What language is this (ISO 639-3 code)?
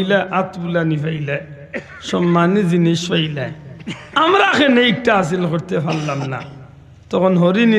syl